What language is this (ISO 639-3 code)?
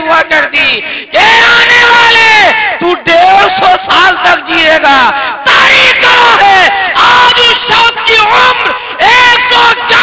urd